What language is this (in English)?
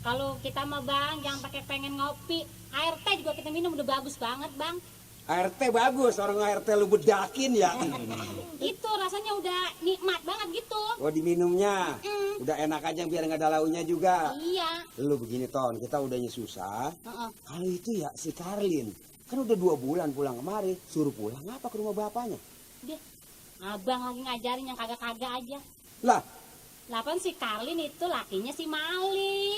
Betawi